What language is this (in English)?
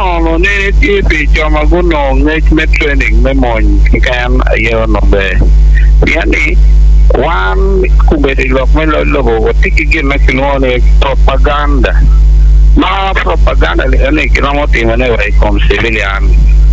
Acoli